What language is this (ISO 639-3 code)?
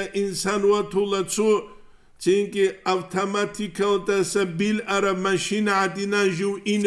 ava